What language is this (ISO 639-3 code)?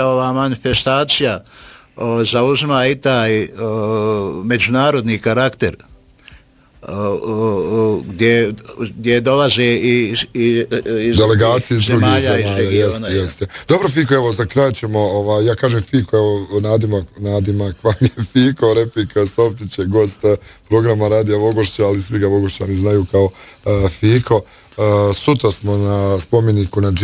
bos